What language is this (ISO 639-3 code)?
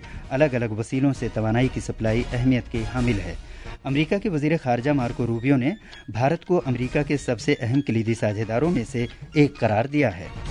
urd